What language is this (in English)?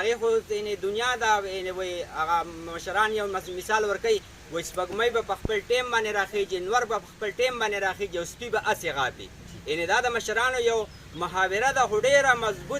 Pashto